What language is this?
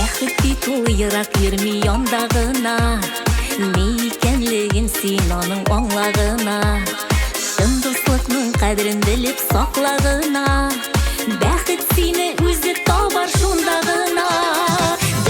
Tatar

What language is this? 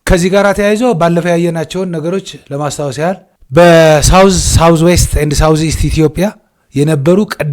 Amharic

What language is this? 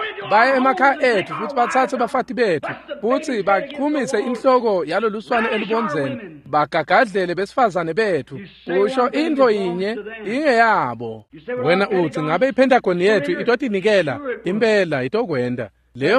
Swati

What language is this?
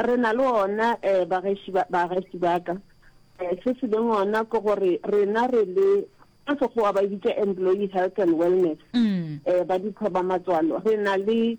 Northern Sotho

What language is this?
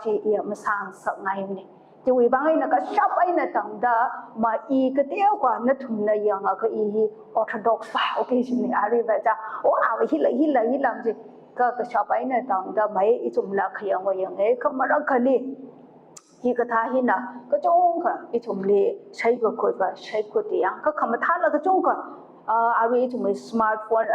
Tangkhul Naga (India)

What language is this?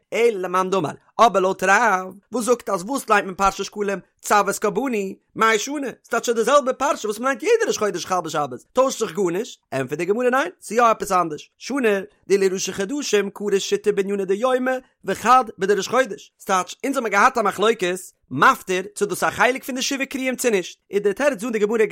Yiddish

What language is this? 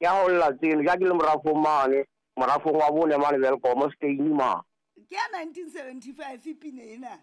Southern Sotho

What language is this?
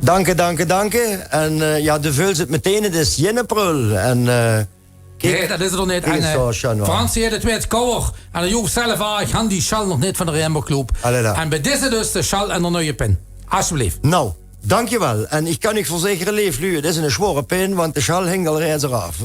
Limburgish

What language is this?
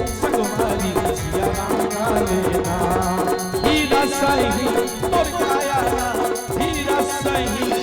Chhattisgarhi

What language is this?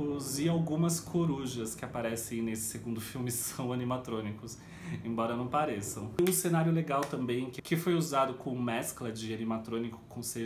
Portuguese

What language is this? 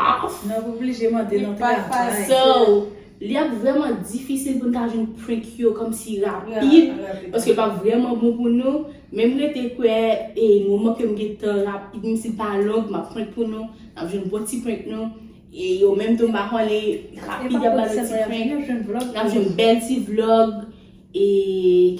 Haitian Creole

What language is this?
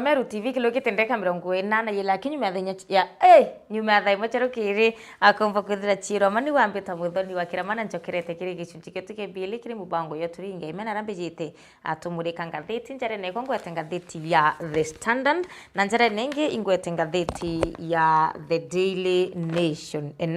Meru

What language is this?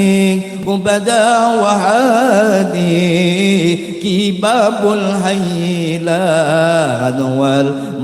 Banjar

